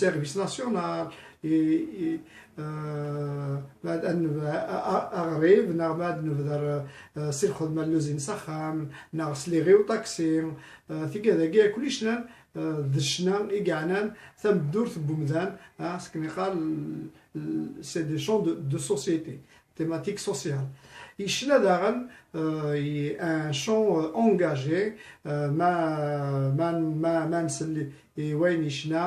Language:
Kabyle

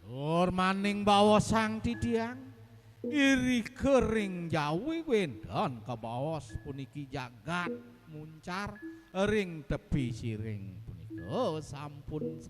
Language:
Balinese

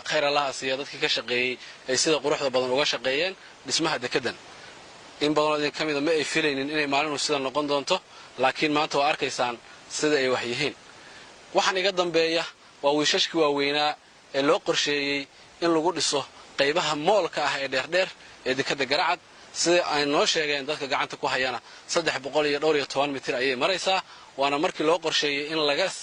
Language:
Somali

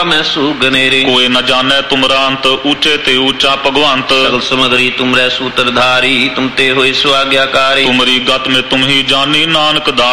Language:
Punjabi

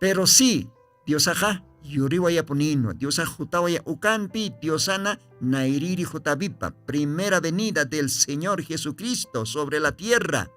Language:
Aymara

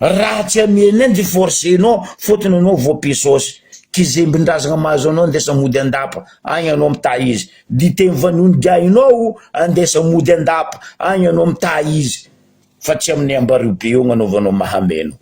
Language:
Malagasy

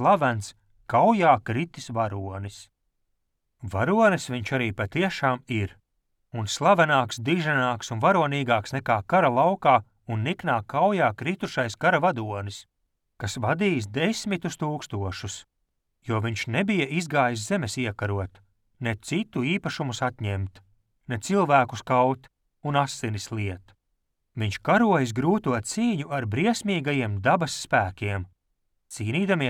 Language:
Latvian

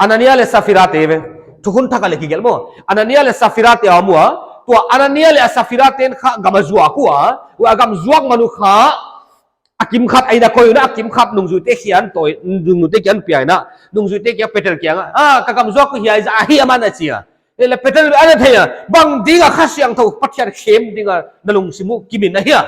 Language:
Paite Chin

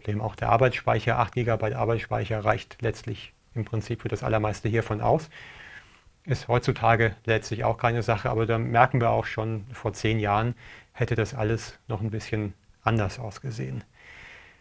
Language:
German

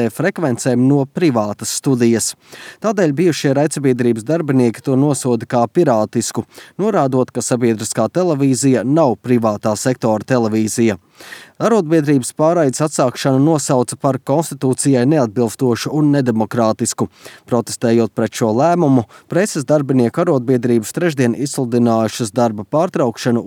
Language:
Latvian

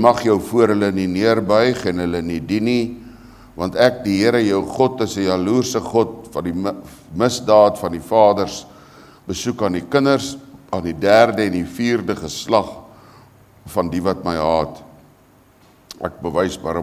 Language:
Afrikaans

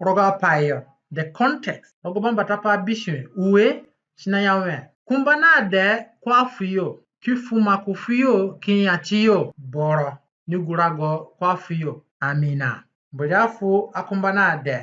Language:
Zande (individual language)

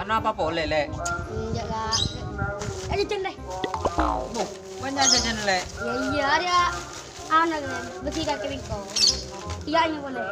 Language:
Madurese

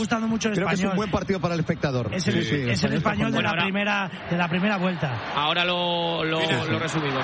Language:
Spanish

